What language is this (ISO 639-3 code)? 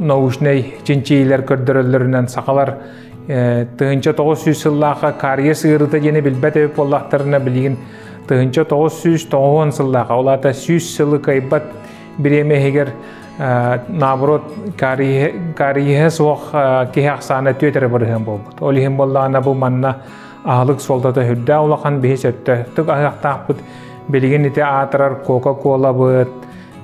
sah